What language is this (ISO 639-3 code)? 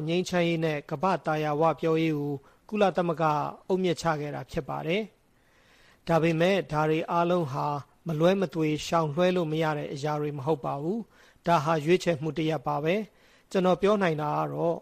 mya